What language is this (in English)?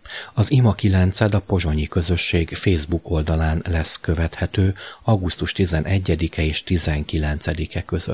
Hungarian